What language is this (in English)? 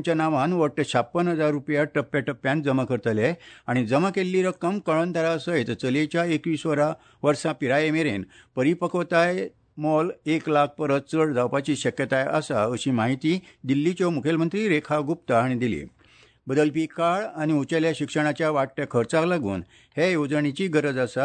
Konkani